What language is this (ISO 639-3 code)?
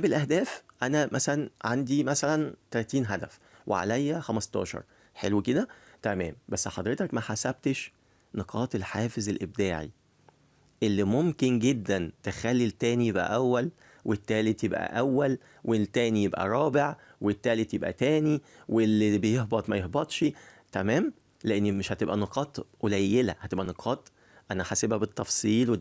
arz